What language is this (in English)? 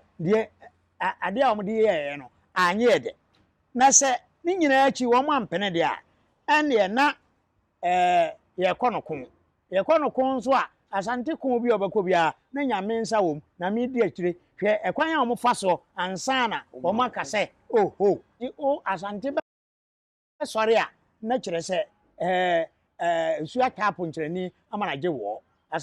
Akan